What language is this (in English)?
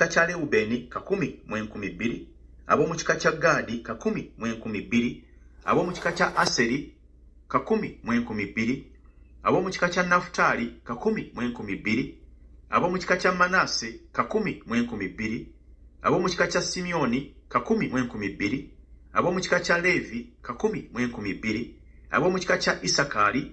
Ganda